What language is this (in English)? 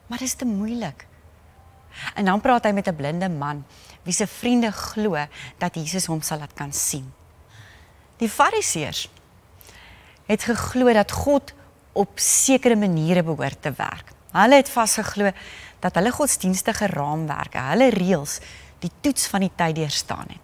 Afrikaans